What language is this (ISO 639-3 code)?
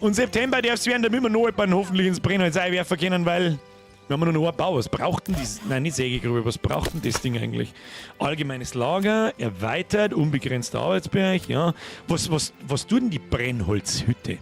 bar